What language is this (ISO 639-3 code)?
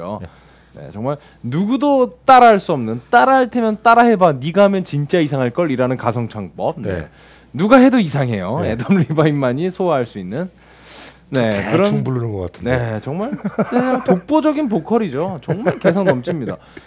kor